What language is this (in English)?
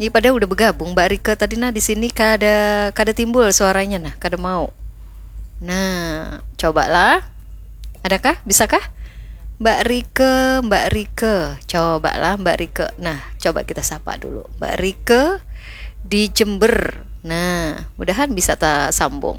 Banjar